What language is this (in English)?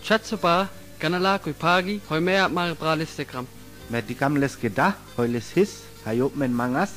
Sinte Romani